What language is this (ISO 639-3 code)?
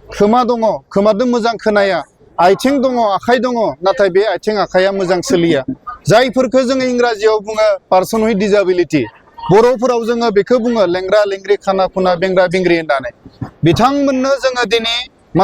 brx